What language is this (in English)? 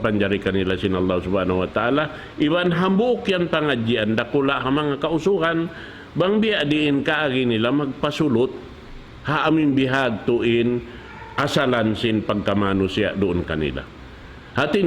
Tausug